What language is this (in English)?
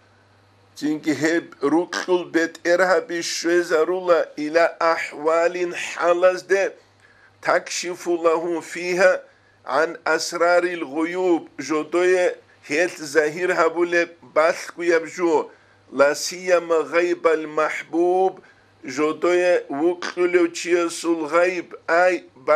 Avaric